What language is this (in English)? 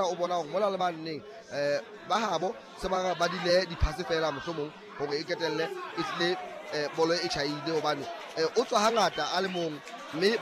Southern Sotho